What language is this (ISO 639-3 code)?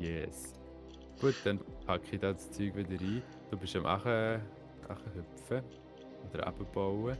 gsw